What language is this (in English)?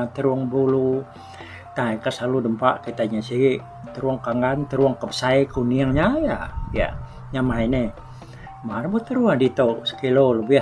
Iban